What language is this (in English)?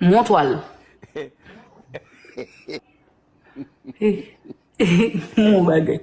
Haitian Creole